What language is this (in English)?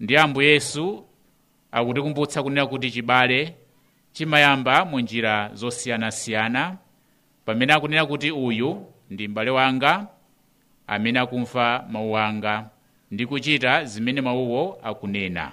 Nyanja